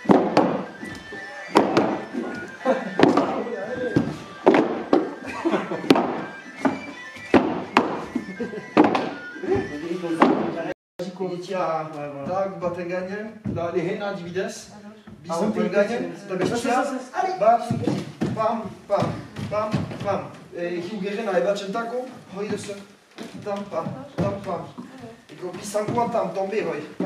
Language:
Basque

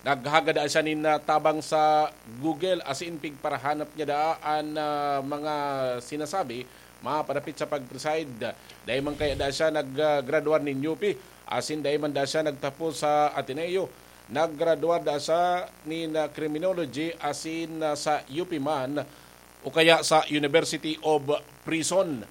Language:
Bikol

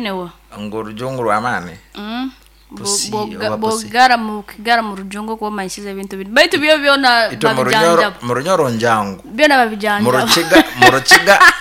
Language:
Nyoro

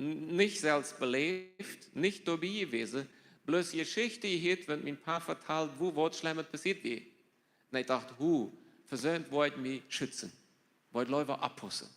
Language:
Plautdietsch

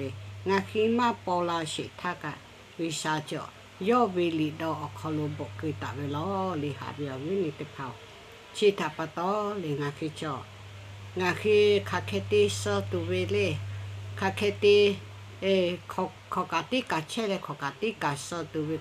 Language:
Lahu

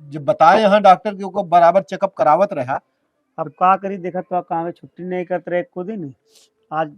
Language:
Awadhi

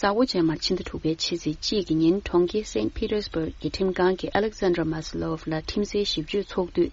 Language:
Tibetan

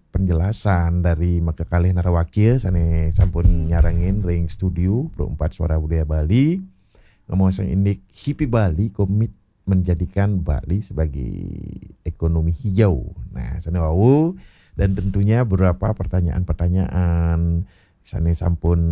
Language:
Balinese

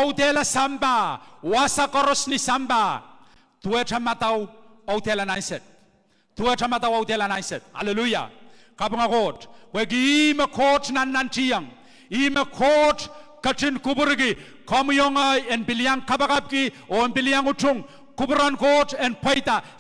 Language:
Pohnpeian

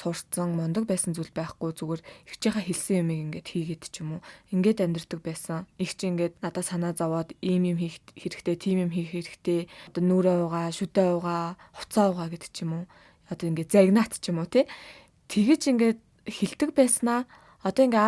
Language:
Mongolian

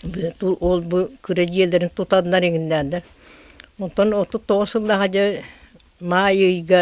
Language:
Yakut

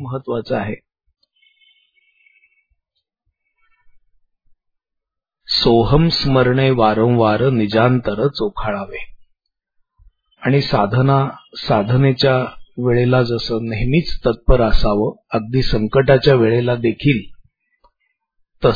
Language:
Marathi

